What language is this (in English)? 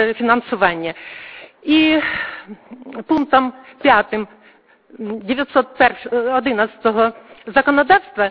Ukrainian